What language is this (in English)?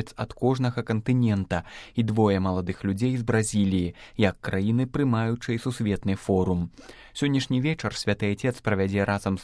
Belarusian